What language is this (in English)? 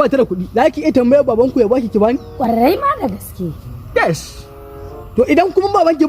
Hausa